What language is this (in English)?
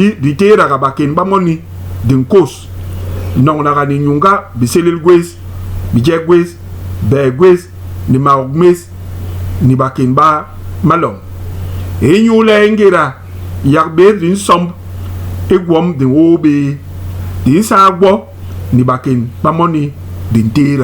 Basaa